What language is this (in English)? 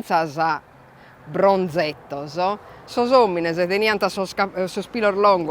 Sardinian